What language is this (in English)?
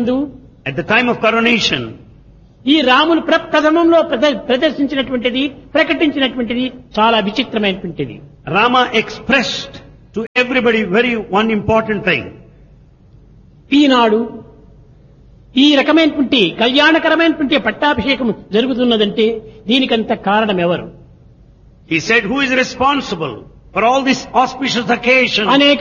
Telugu